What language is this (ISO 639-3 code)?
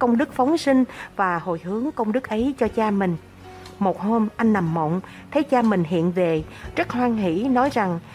vie